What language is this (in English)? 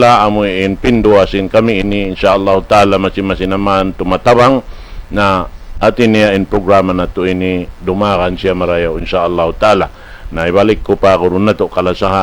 Tausug